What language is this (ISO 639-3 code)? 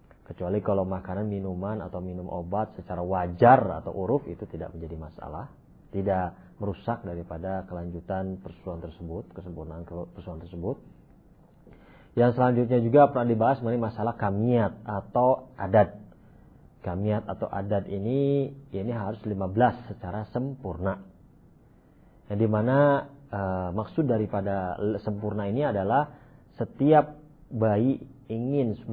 ind